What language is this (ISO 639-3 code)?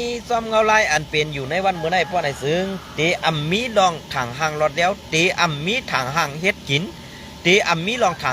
shn